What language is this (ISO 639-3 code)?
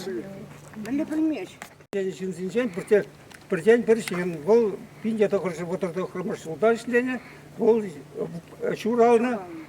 chv